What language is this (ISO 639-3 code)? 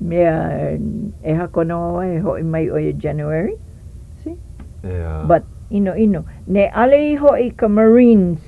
haw